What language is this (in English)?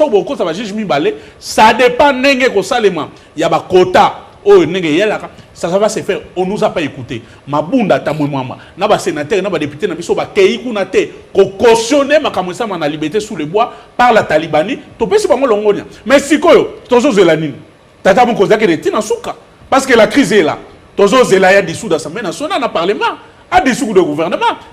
Lingala